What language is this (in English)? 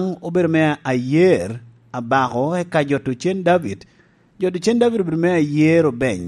Lango (Uganda)